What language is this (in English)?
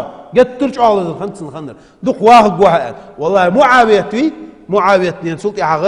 Ingush